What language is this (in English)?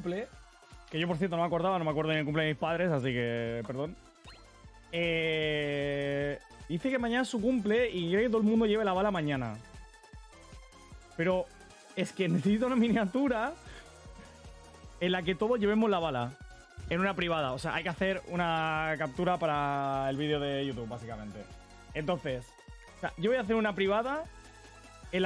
Spanish